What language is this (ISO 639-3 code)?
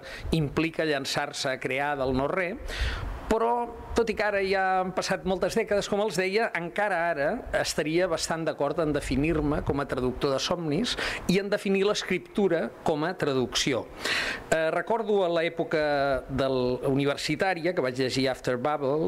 cat